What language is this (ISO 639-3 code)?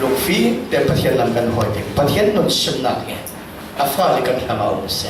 cfm